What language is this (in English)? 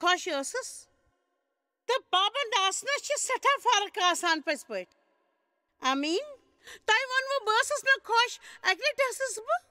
Kashmiri